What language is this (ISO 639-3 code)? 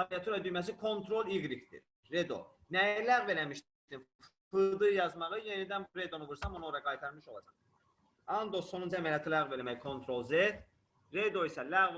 aze